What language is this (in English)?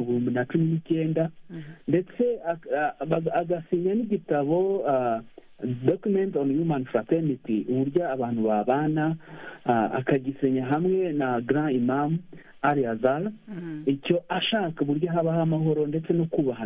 Kinyarwanda